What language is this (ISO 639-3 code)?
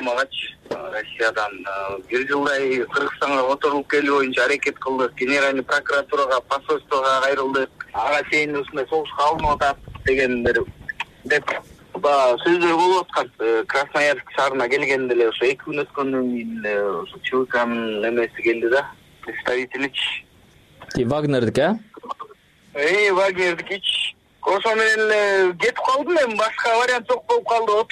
kir